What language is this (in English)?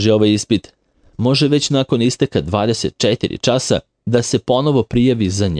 Serbian